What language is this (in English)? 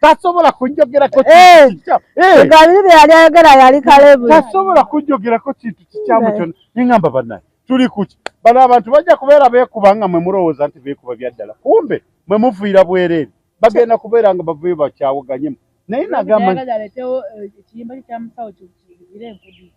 Ganda